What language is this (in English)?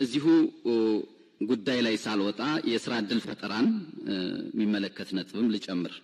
Amharic